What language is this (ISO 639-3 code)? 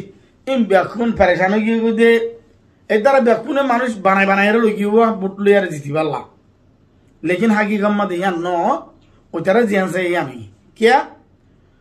rhg